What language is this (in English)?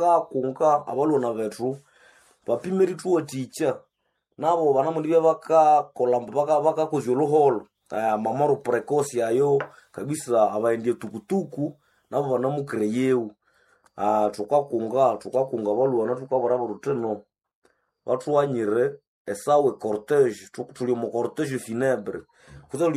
Nande